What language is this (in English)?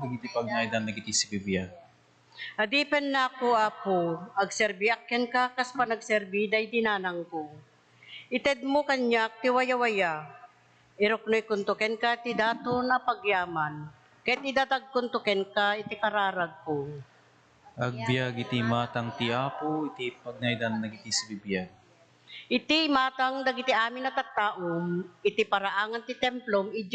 Iloko